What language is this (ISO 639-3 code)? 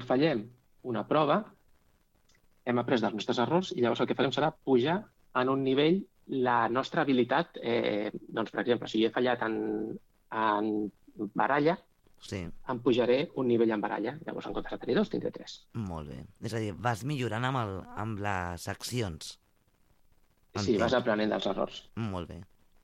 cat